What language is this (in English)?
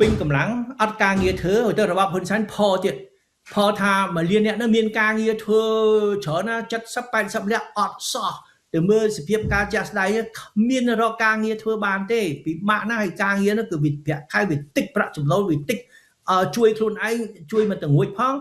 Khmer